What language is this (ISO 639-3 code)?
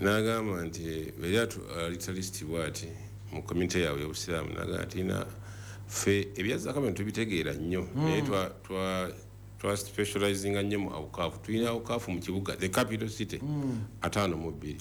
lug